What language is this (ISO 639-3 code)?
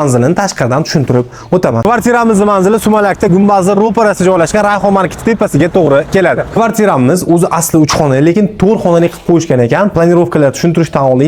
uzb